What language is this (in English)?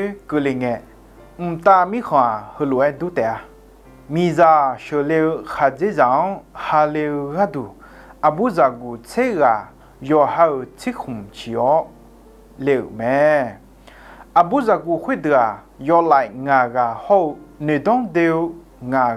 Akha